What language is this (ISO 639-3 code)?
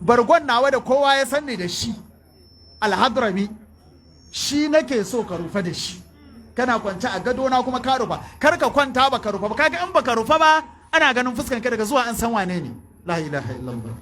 hau